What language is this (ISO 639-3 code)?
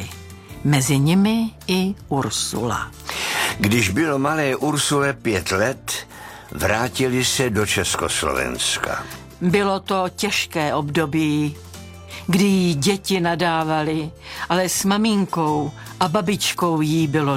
ces